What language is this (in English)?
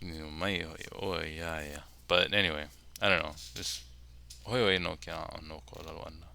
Hawaiian